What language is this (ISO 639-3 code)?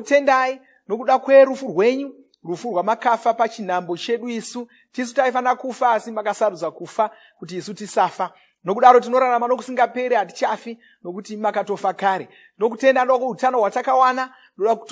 sna